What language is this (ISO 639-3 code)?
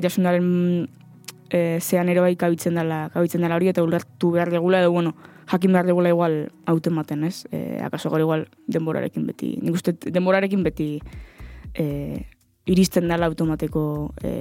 eus